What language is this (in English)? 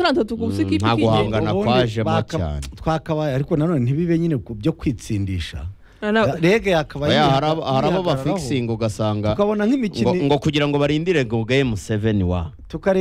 Kinyarwanda